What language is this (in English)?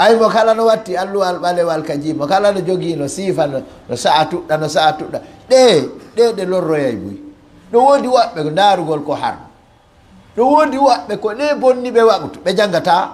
Fula